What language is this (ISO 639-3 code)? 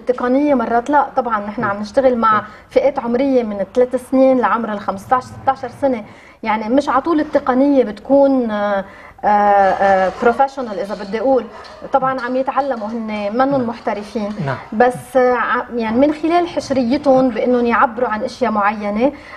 apc